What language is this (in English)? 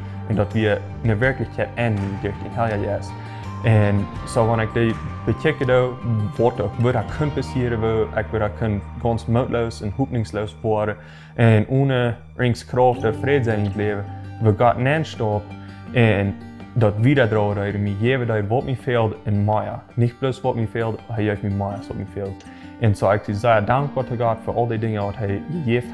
Plautdietsch